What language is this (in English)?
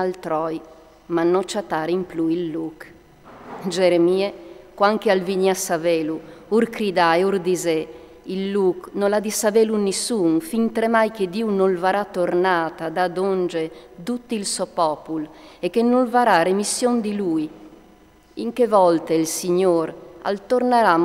Friulian